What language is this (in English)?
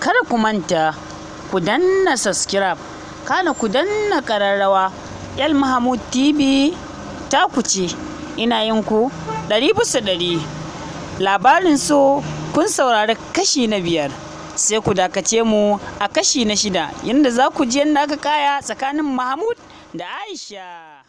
Hausa